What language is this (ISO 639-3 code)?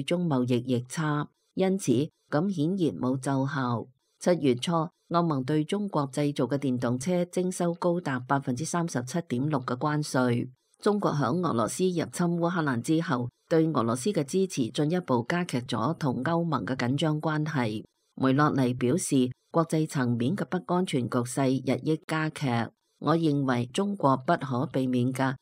yue